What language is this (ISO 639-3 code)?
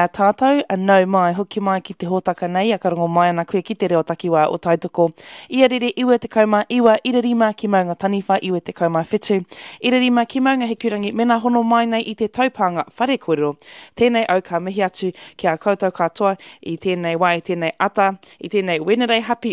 mri